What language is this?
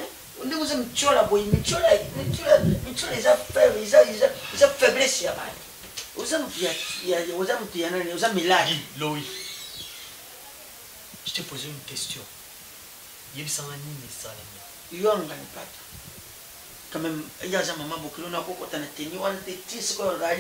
Lingala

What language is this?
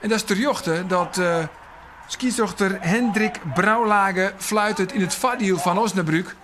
Western Frisian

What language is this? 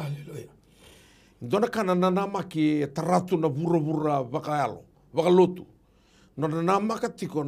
Fijian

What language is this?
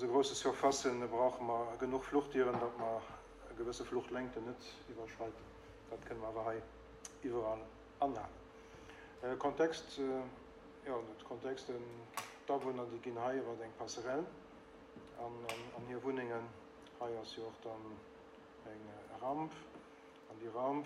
Luxembourgish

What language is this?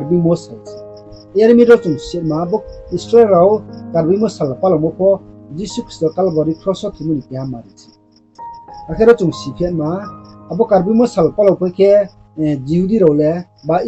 Riang (India)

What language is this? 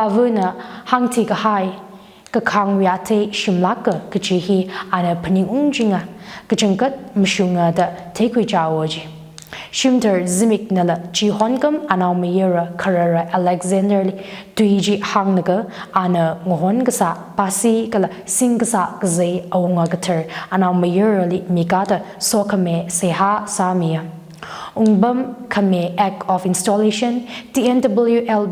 Tangkhul Naga (India)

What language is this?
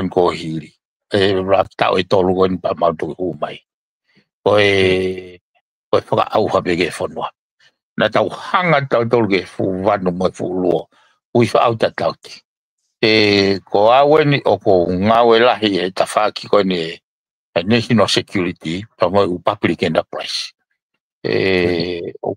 Tongan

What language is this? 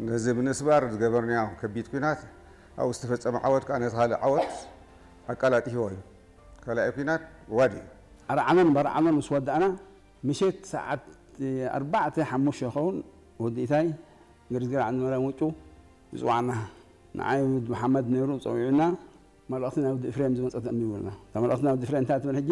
Tigrinya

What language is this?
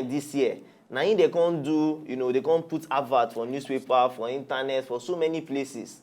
Nigerian Pidgin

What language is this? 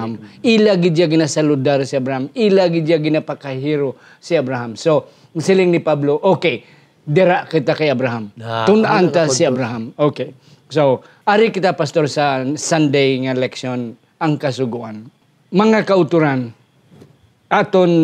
Hiligaynon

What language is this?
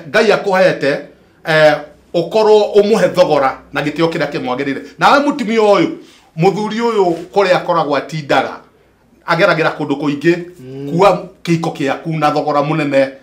Kikuyu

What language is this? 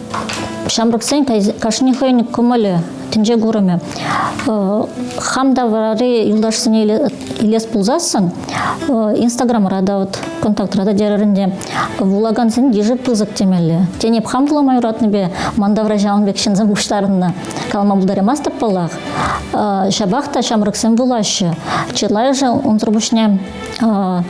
Chuvash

